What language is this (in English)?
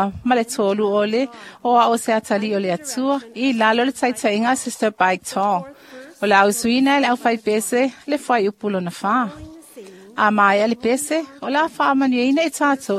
Samoan